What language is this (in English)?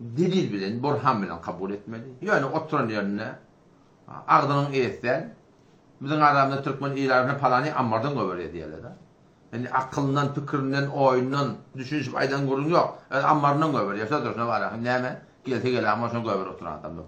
Turkmen